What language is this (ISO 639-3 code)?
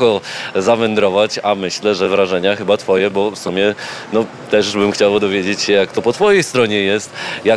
pol